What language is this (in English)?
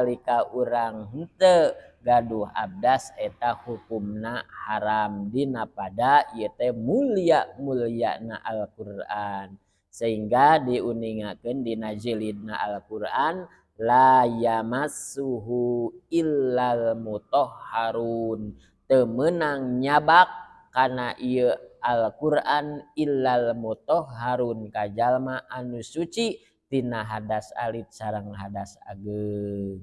Sundanese